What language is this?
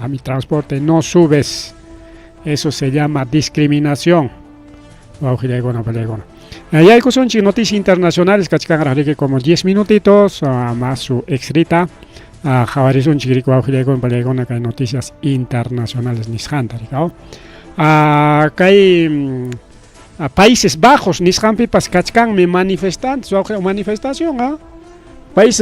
Ayacucho Quechua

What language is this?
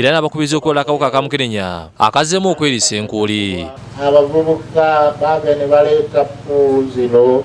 Ganda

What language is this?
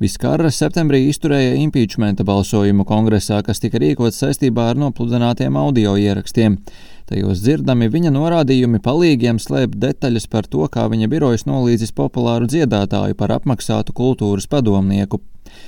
Latvian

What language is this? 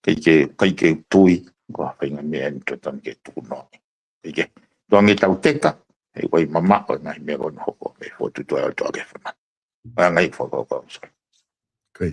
Tongan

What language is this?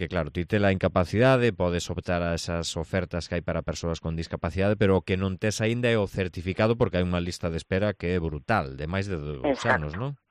Galician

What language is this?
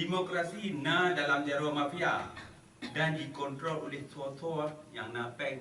Achinese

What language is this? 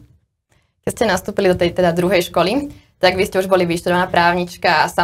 Slovak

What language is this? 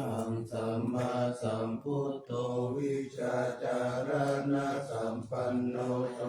Pali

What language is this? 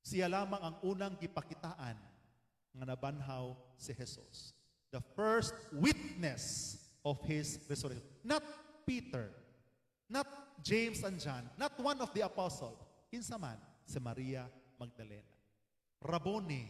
Cebuano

